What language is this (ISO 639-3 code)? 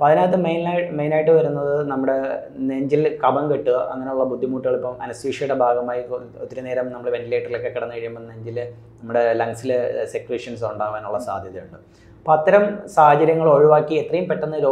mal